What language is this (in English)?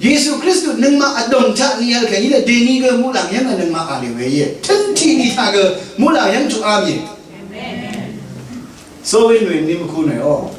Rawang